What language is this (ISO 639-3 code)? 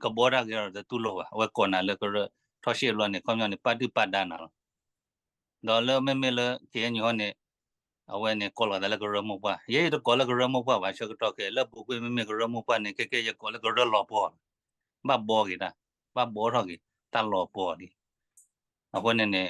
ksw